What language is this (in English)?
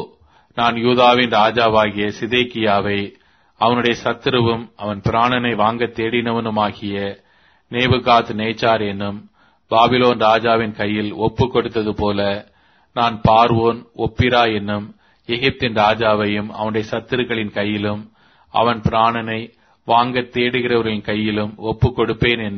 Tamil